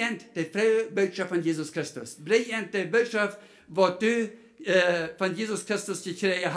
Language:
Plautdietsch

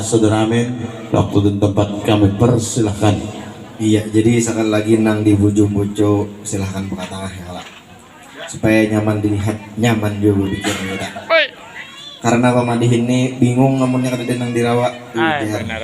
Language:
Banjar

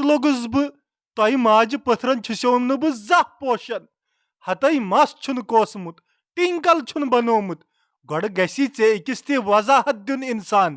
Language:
Kashmiri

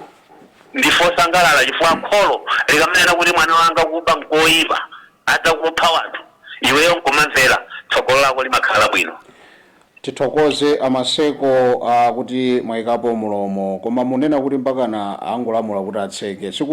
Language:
Nyanja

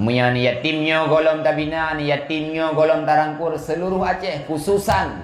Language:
Achinese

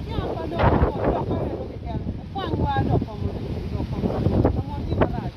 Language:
Acoli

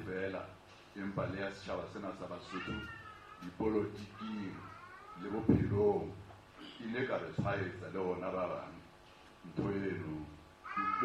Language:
Southern Sotho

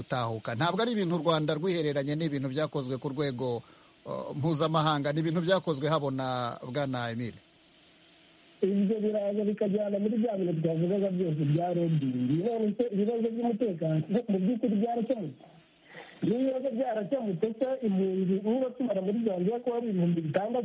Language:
Kinyarwanda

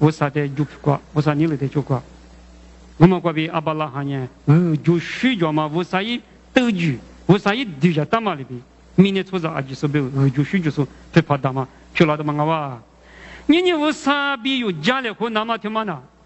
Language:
Lisu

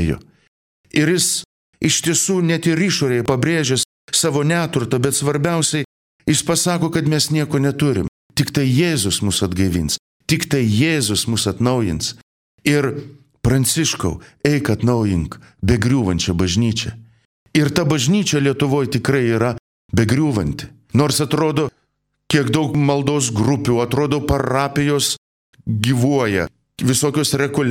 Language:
Lithuanian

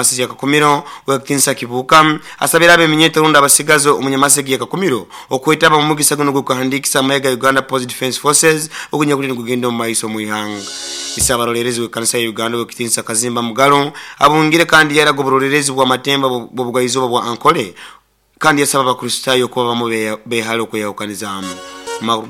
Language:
Nyoro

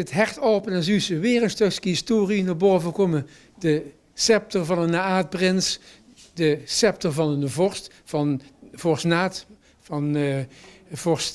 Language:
Limburgish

